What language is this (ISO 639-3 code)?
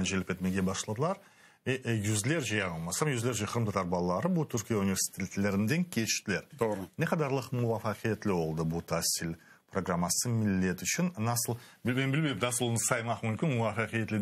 crh